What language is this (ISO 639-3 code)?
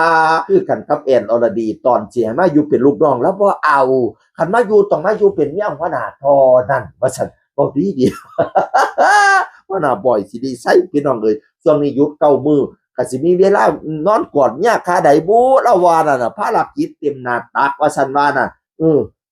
tts